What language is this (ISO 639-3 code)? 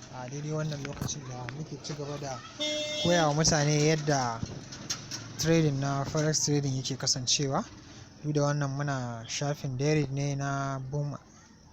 hau